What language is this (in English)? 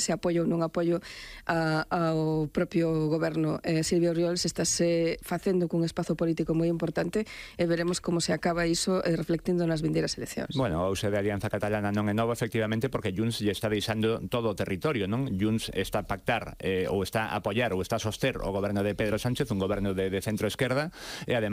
Galician